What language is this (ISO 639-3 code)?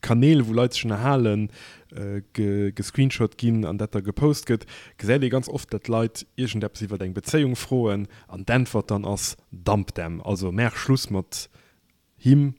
ltz